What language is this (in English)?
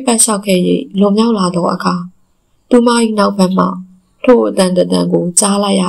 Burmese